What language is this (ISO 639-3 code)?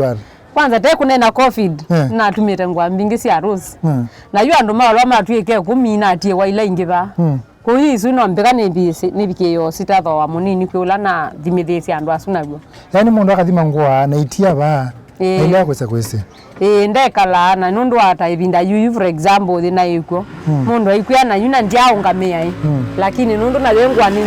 kam